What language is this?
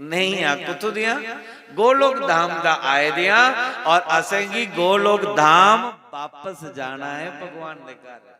Dogri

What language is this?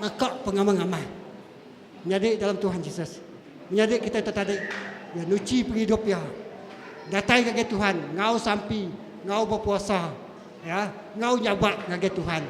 Iban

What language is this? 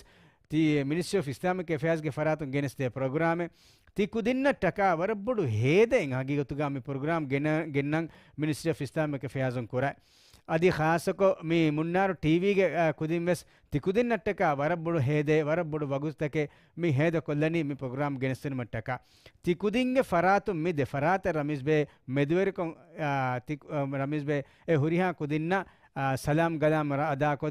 Divehi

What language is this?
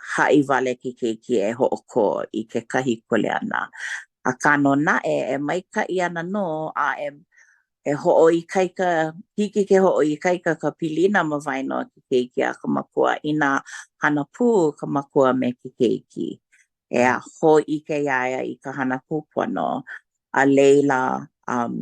Hawaiian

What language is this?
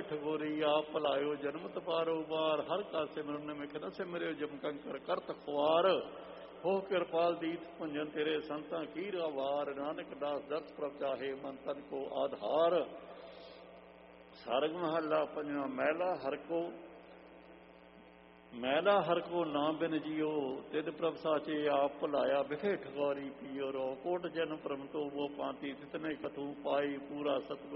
Punjabi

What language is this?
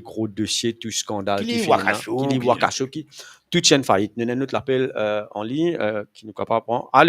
Morisyen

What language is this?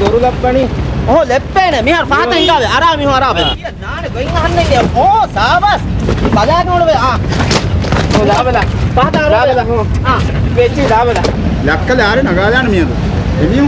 Divehi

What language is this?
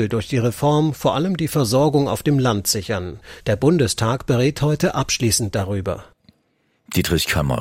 German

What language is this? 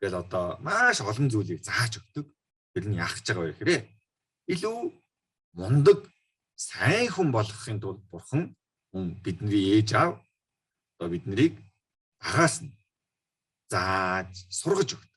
Mongolian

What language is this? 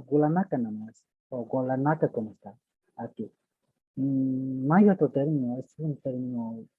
Aymara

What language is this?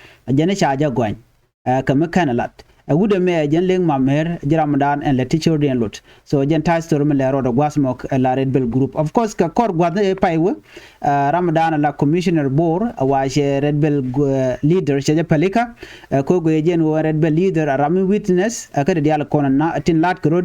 Nuer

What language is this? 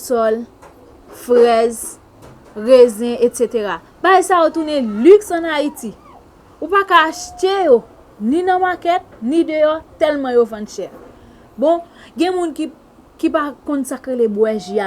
Haitian Creole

